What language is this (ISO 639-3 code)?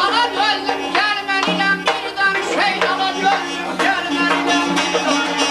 azb